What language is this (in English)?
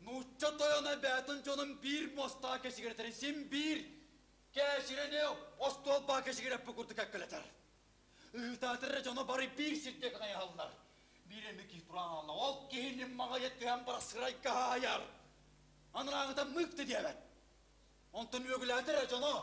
Yakut